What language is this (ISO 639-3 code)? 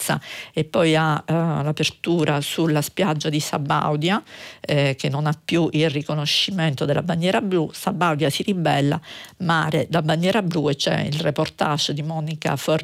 ita